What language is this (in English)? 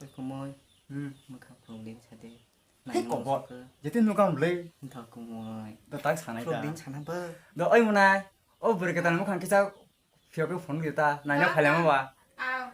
Kok Borok